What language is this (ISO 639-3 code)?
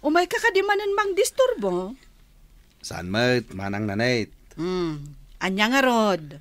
ilo